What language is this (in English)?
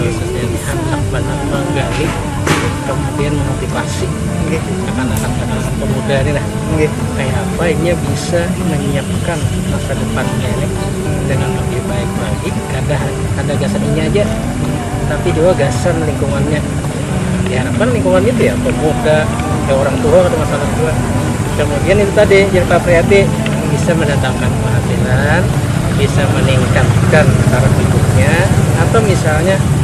Banjar